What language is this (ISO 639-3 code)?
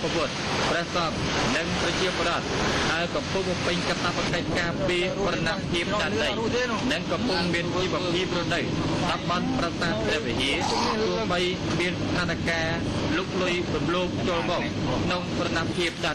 khm